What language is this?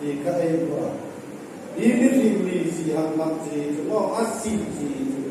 Hmar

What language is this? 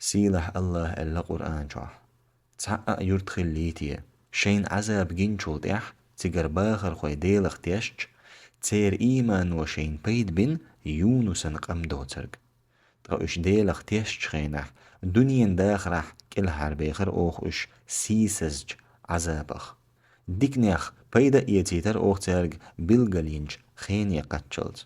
Chechen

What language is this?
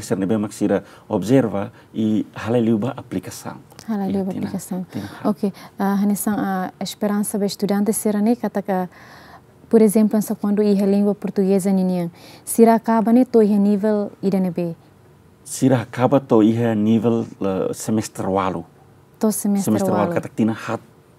Tetum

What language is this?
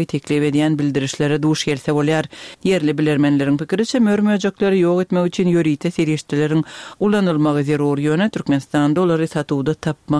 Turkmen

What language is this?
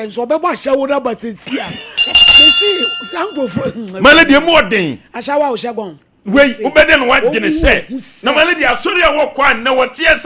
Akan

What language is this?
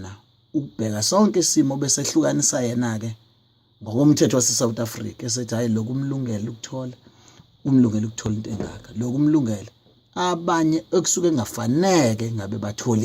Zulu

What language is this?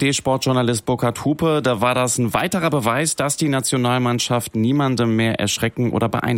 German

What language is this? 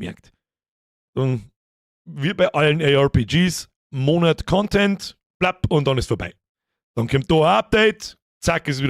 Bavarian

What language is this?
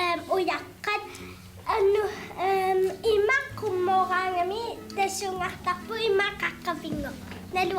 Kalaallisut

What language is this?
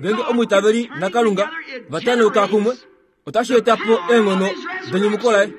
Kuanyama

